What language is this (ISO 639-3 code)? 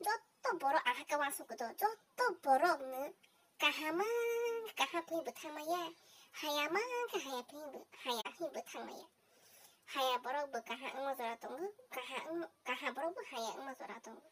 trp